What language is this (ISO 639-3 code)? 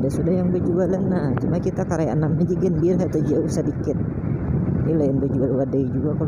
bjn